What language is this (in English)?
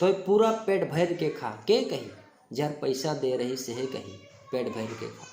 Sadri